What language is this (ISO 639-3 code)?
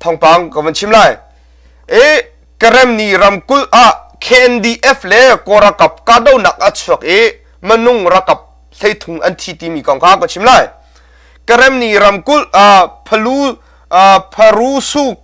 cnh